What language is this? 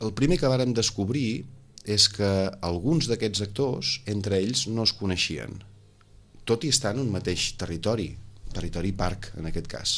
Catalan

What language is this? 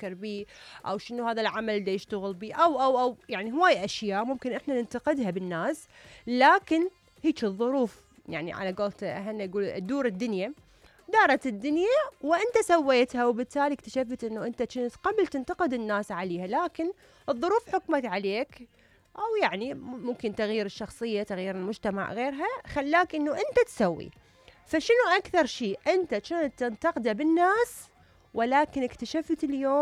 Mesopotamian Arabic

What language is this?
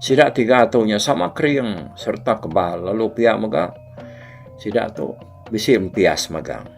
Iban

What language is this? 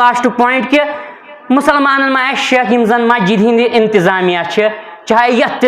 Kashmiri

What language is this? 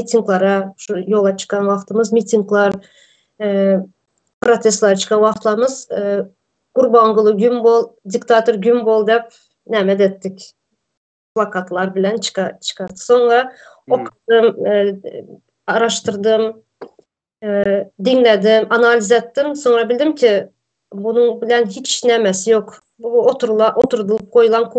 Turkmen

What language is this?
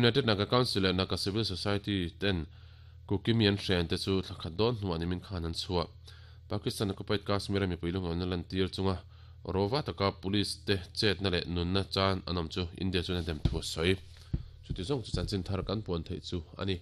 Mizo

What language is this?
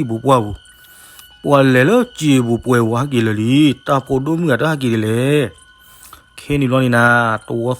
S'gaw Karen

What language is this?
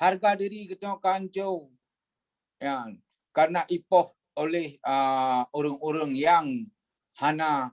Achinese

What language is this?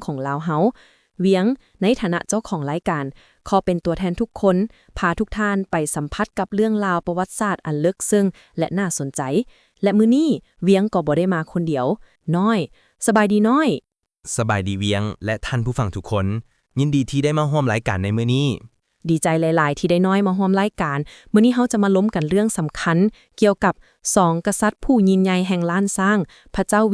Lao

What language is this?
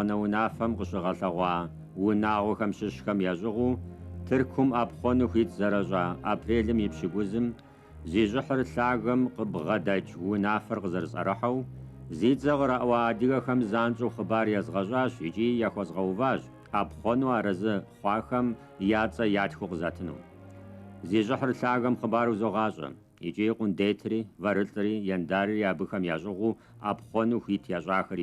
Kabardian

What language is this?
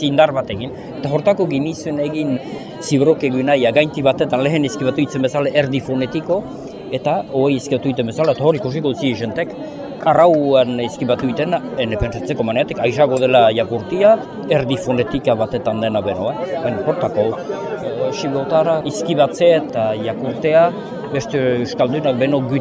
Basque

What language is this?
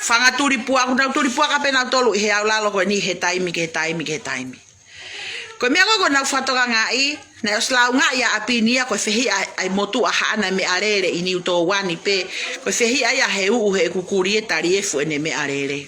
Tongan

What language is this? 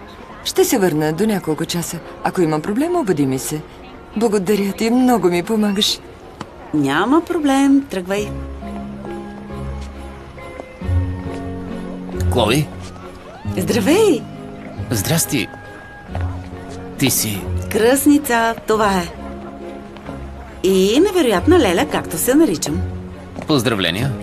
Bulgarian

